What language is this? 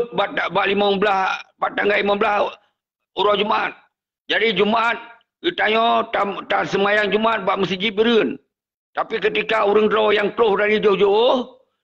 Achinese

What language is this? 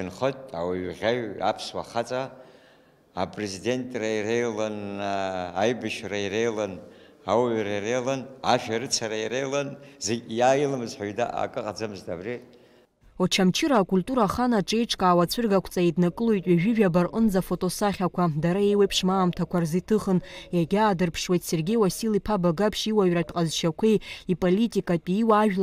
Abkhazian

